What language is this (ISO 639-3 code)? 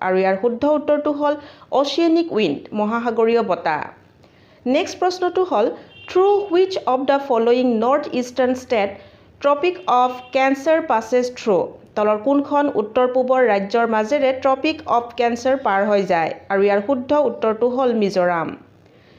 asm